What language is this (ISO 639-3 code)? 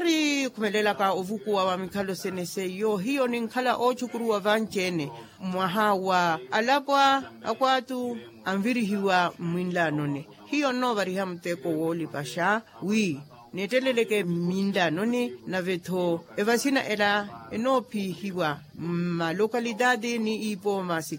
vmw